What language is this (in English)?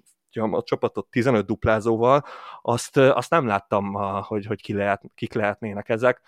Hungarian